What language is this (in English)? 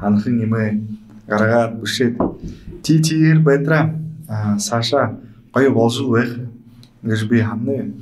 Buriat